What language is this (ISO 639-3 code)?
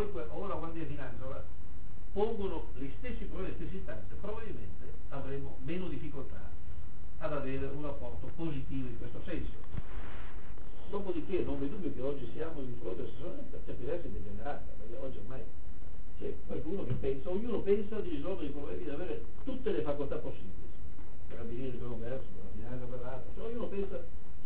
ita